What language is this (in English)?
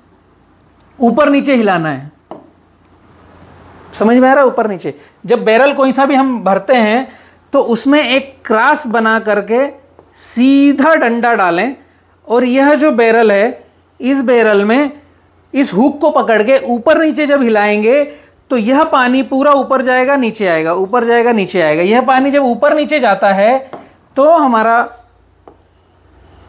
Hindi